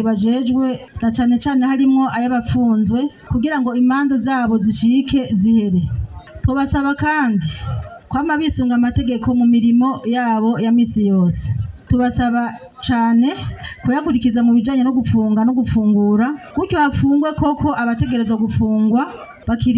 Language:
Rundi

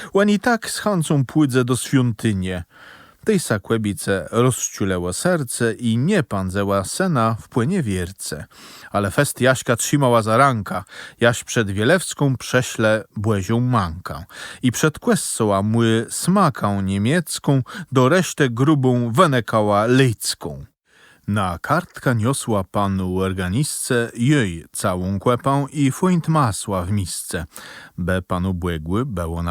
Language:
Kashubian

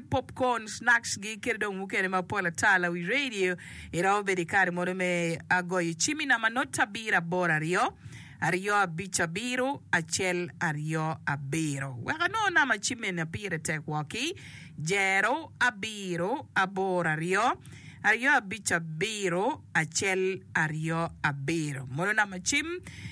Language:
Acoli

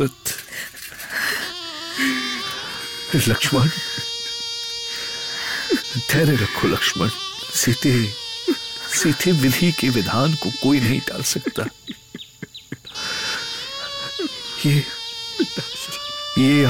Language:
Hindi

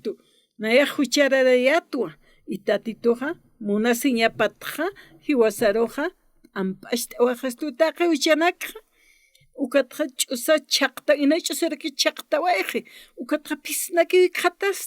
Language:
Aymara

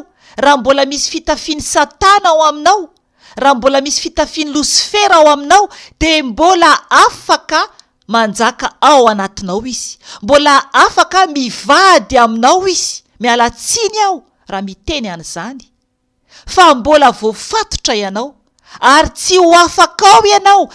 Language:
Malagasy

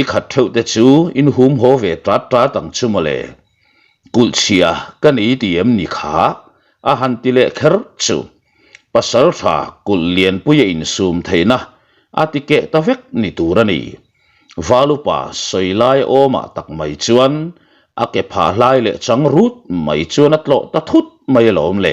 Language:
Mizo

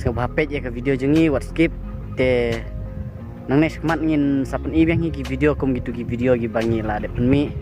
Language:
Khasi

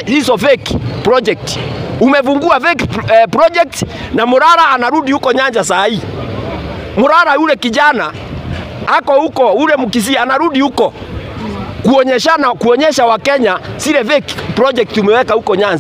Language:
Swahili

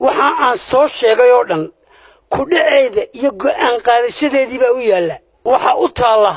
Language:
Somali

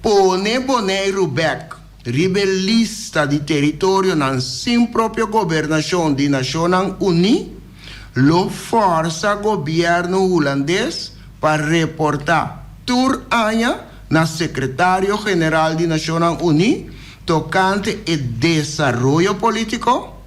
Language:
Papiamento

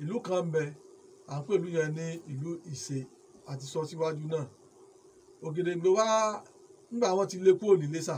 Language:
Yoruba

